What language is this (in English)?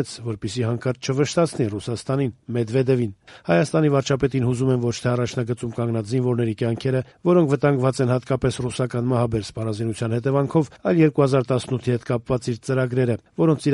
Armenian